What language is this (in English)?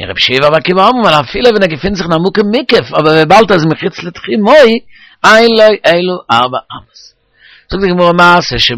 Yiddish